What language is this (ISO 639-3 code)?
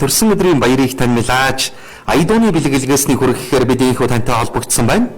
mon